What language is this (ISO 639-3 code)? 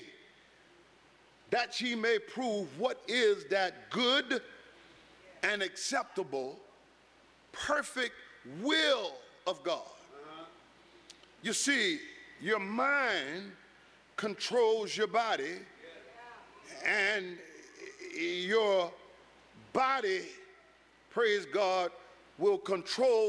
eng